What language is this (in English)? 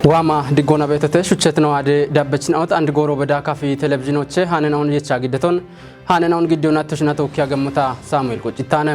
Kafa